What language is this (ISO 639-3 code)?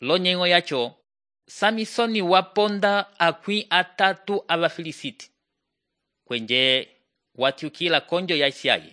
umb